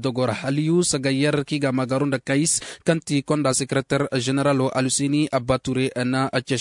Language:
Zarma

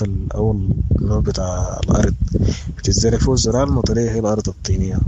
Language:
Sudanese Arabic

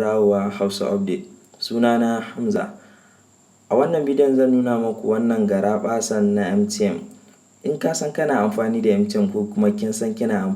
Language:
Hausa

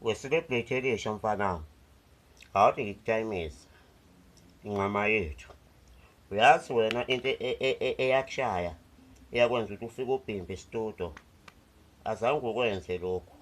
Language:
Zulu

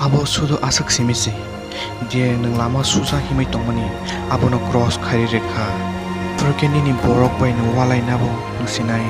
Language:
Kok Borok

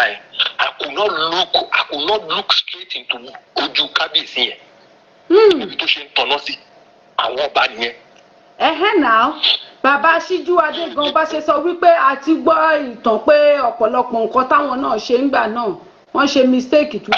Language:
Yoruba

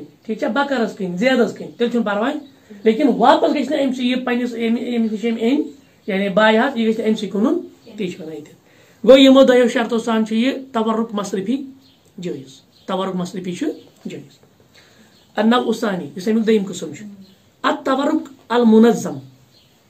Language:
Kashmiri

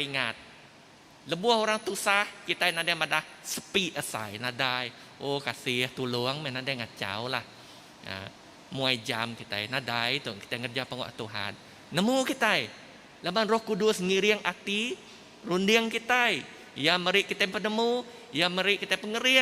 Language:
Iban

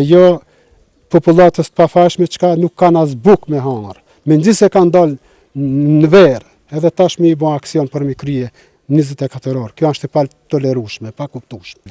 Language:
Albanian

